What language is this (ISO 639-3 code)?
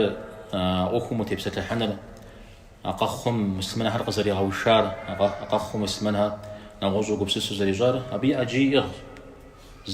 kbd